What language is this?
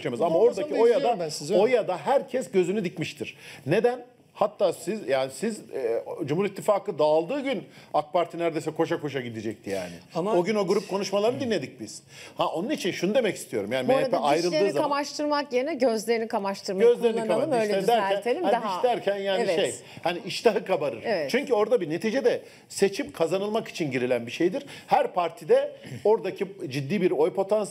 Turkish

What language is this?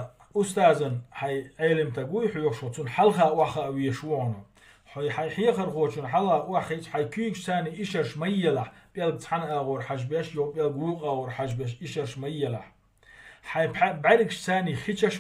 Chechen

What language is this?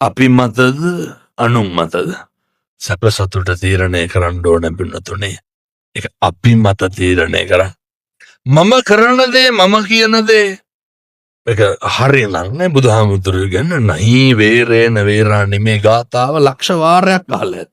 Sinhala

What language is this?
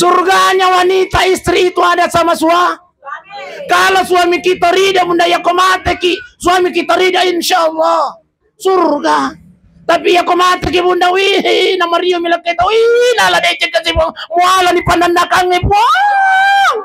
Buginese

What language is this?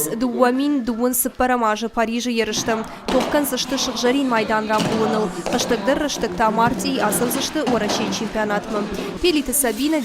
Ossetic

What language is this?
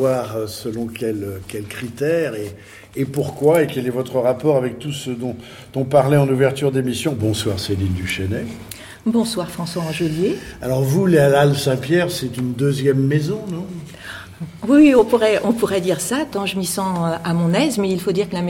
French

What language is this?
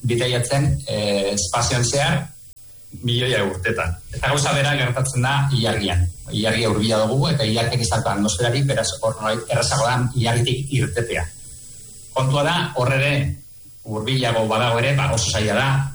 Basque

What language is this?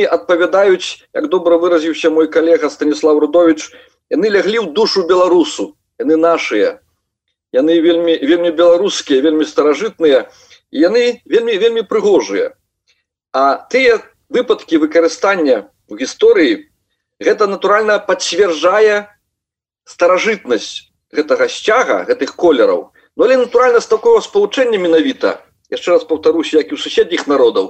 Belarusian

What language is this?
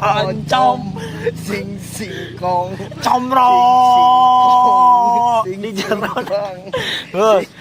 Sundanese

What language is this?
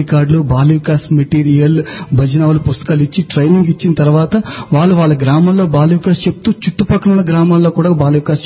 Telugu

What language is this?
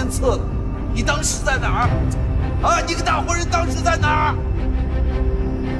Chinese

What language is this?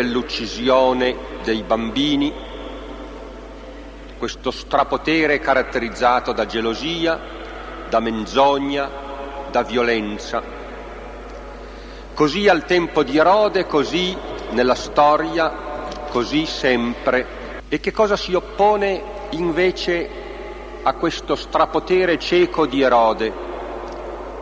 Italian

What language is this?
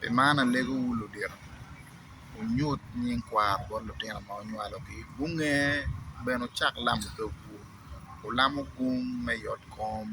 Acoli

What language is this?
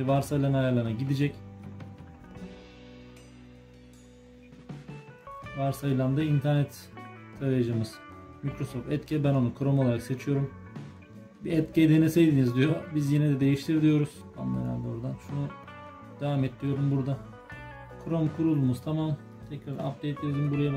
Turkish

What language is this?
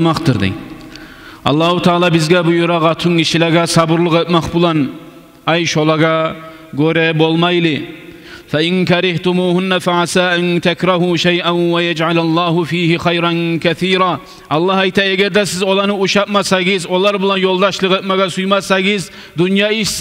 Kumyk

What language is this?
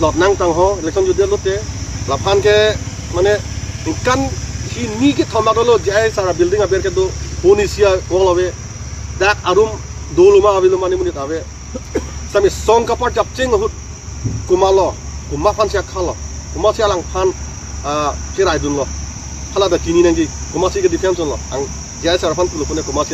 Karbi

